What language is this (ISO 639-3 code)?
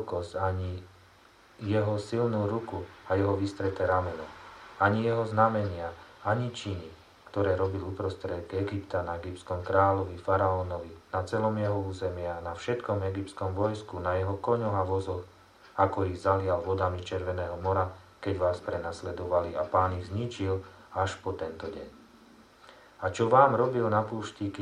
slk